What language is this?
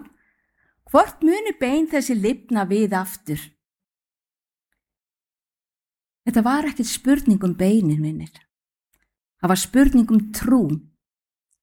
Icelandic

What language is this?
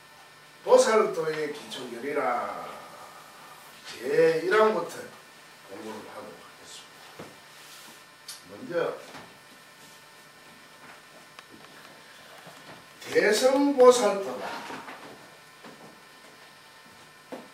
Korean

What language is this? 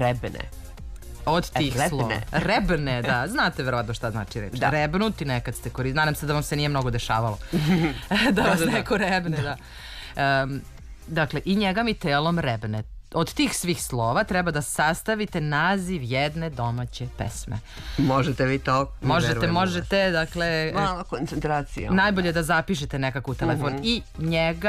Serbian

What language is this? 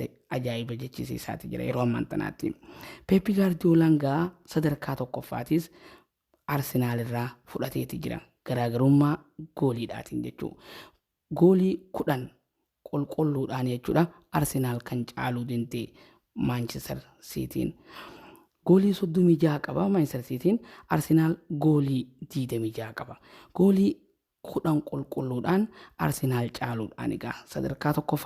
Oromo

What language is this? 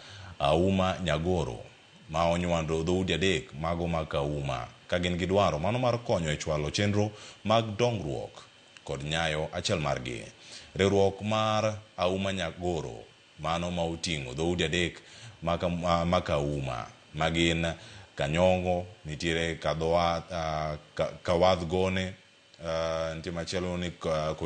Luo (Kenya and Tanzania)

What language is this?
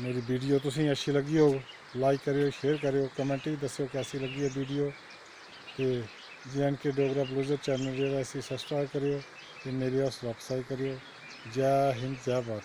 Dogri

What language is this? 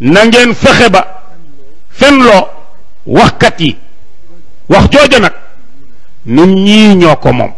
Wolof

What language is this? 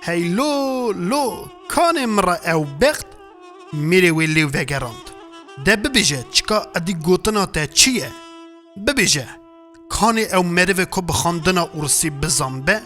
Kurdish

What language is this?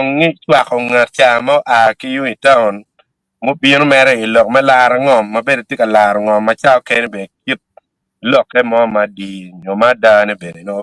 Acoli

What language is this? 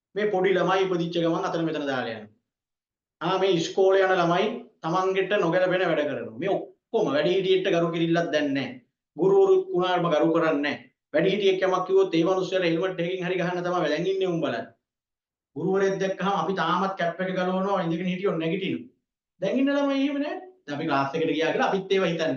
Sinhala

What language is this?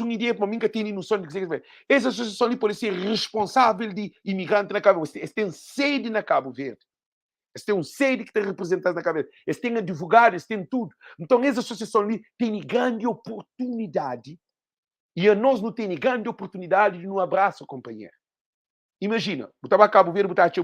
Kabuverdianu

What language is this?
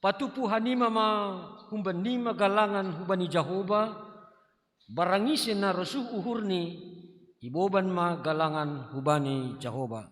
Batak Simalungun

